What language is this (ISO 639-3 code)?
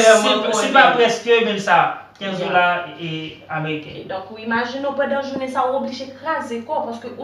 hat